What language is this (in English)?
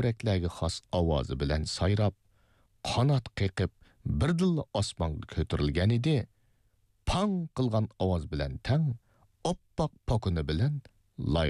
Uyghur